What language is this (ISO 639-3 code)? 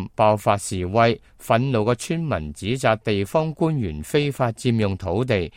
yue